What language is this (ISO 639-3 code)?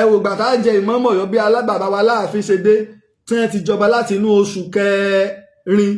yor